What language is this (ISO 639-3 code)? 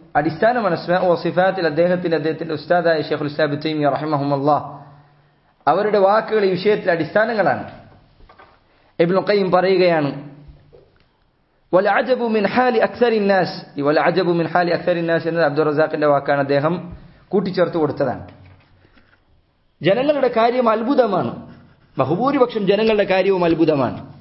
mal